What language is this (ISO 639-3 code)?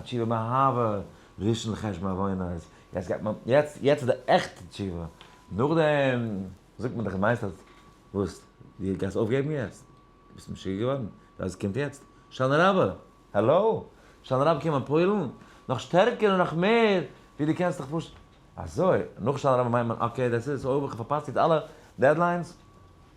yid